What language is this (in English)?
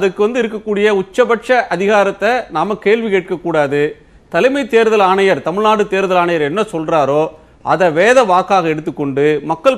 Tamil